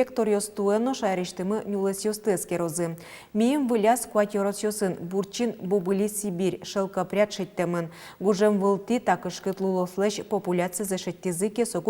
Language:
Udmurt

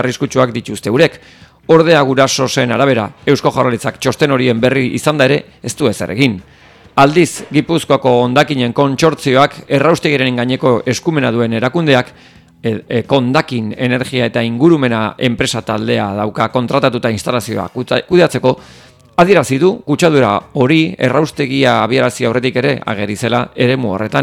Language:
Basque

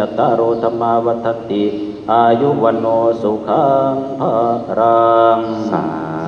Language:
Northeastern Thai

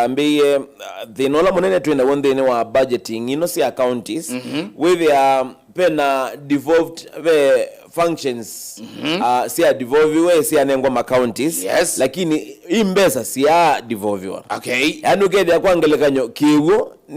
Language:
Kamba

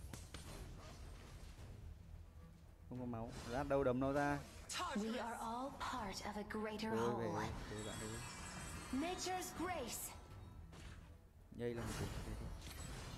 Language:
Vietnamese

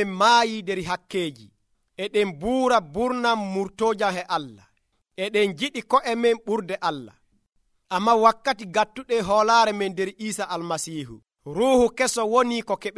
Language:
Nigerian Fulfulde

